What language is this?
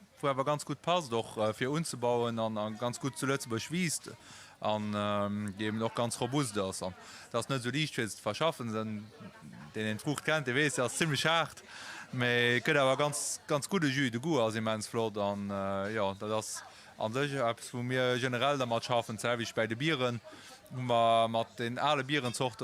Luxembourgish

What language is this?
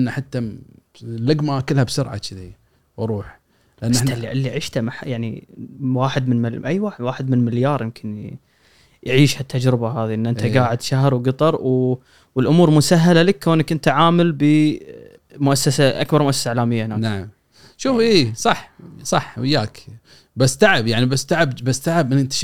Gulf Arabic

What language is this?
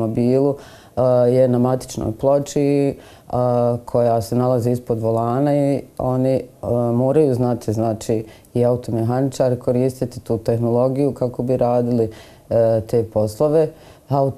Bosnian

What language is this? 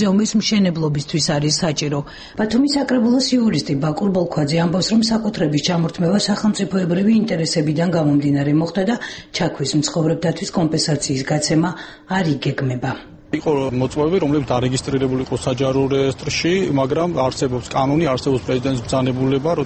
Georgian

